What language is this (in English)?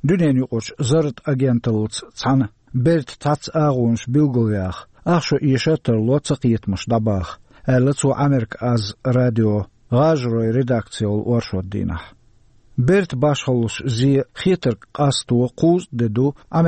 Chechen